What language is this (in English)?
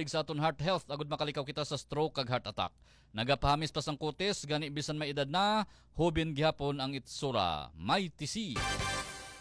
Hiligaynon